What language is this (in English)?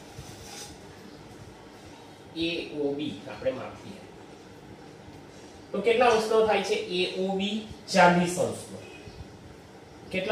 Gujarati